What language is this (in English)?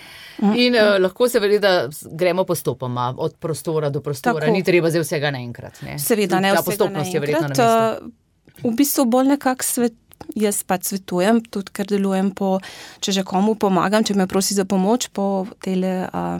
Slovenian